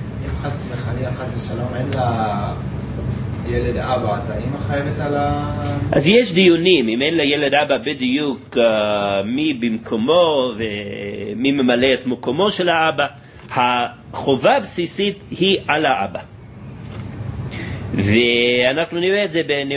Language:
Hebrew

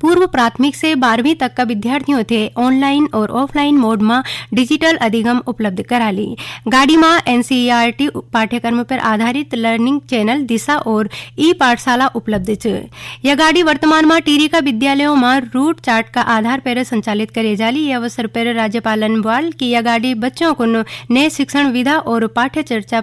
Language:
Garhwali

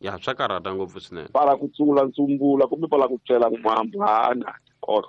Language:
Tsonga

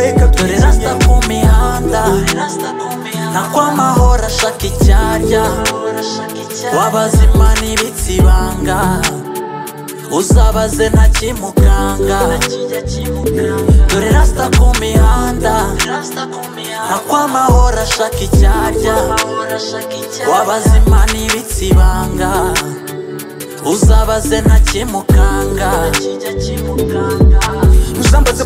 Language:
Kinyarwanda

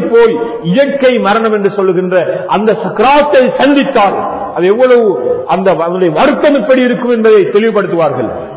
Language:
Tamil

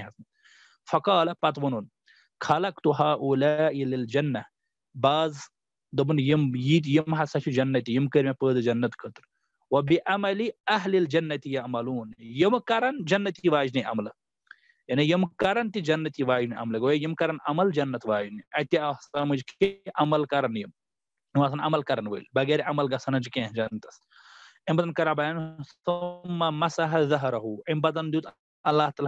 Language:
Kashmiri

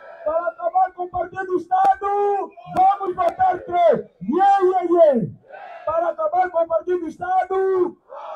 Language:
Portuguese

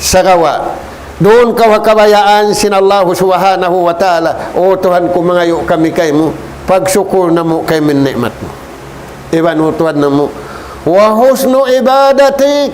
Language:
Tausug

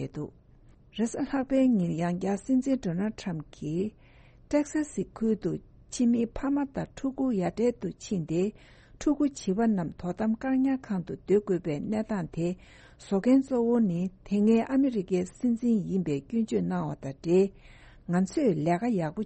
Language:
Tibetan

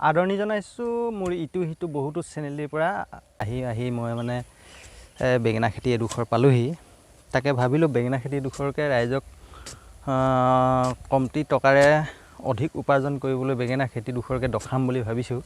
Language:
Assamese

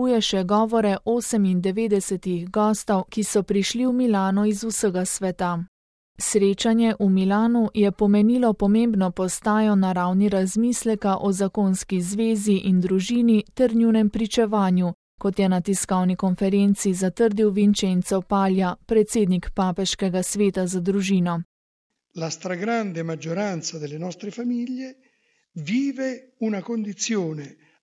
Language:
Slovenian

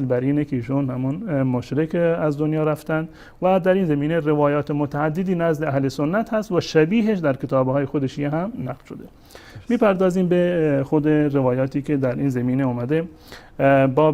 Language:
Persian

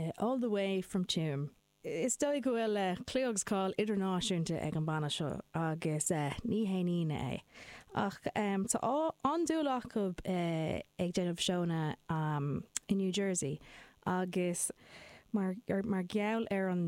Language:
Irish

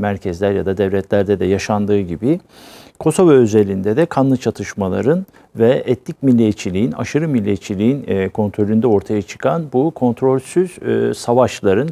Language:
Turkish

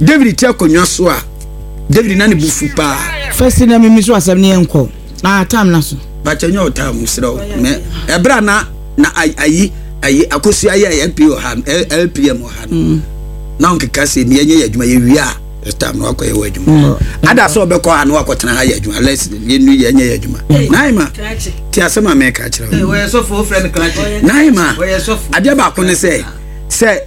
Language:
Akan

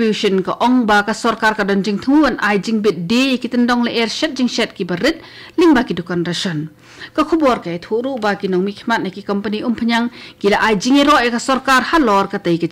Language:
Khasi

